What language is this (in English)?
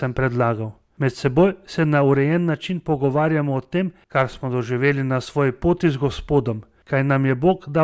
Slovenian